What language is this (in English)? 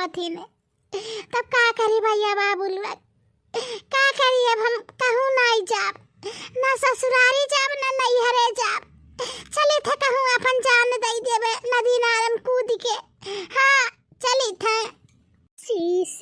Bhojpuri